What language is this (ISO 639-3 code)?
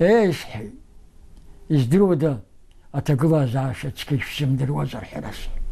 abk